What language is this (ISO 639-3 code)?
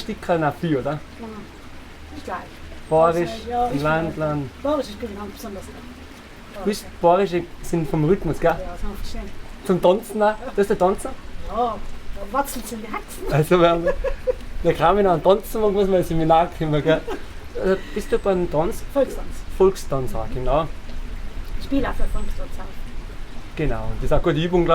bar